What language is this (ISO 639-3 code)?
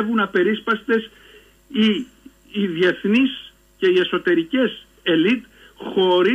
ell